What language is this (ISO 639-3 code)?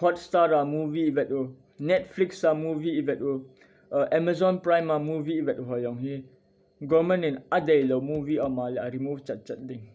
tcz